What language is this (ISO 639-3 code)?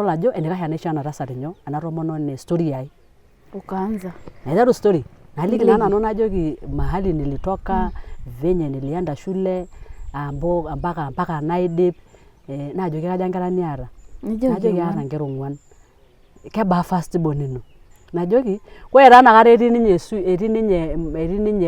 mas